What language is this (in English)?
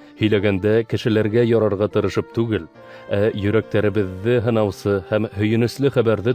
Bashkir